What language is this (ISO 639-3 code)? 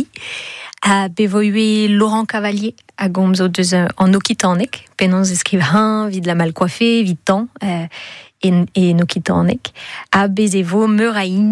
bre